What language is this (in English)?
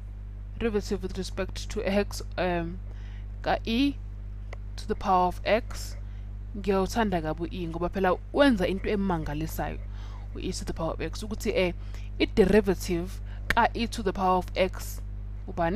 Zulu